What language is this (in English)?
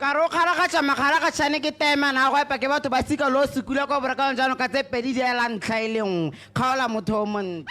Tswana